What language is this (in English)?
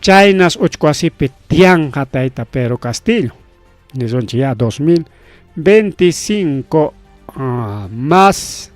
Ayacucho Quechua